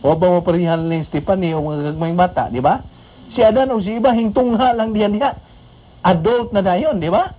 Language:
Cebuano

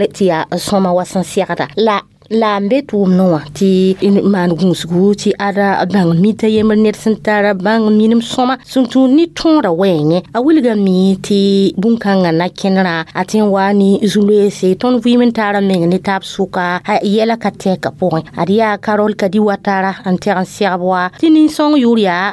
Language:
Mossi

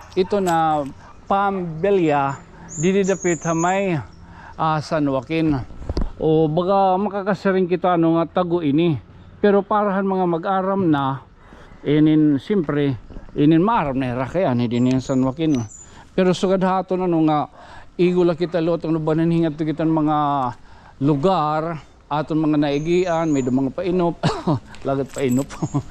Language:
Waray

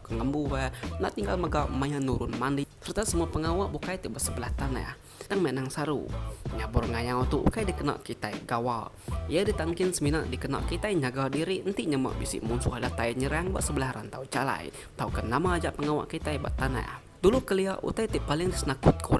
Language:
Iban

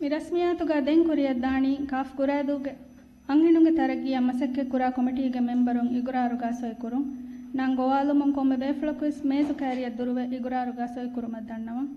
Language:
Divehi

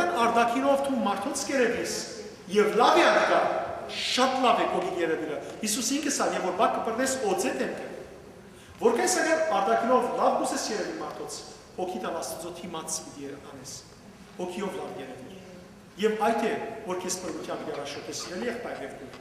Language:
Western Armenian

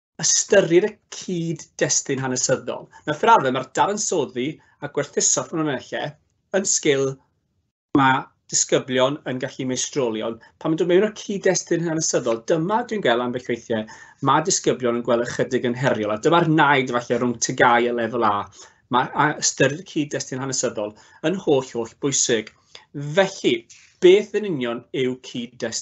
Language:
Welsh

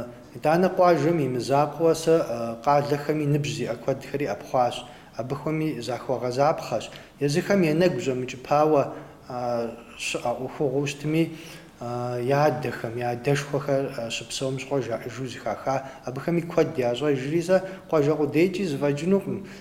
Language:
Kabardian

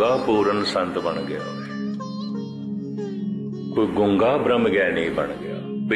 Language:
Punjabi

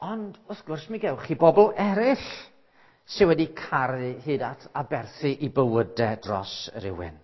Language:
Welsh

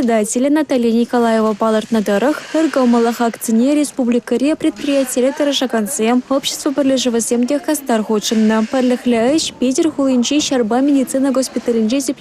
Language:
Chuvash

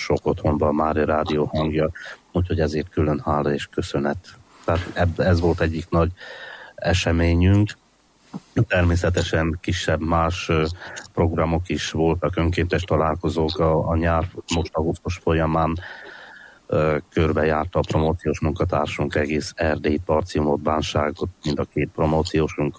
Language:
Hungarian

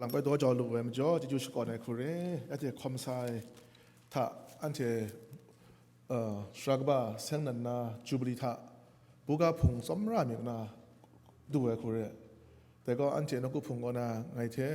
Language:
Kachin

